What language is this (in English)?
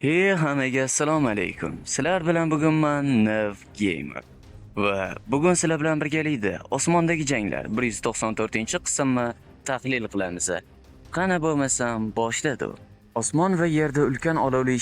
Uzbek